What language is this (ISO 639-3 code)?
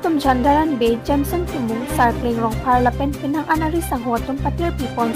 mjw